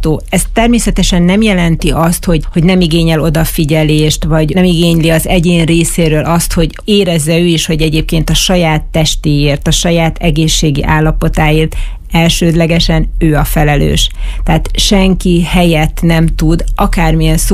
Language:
Hungarian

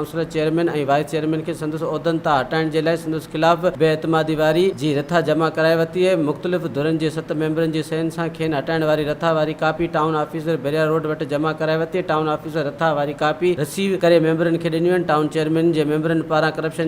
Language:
Sindhi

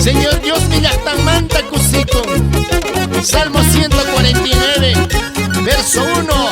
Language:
Quechua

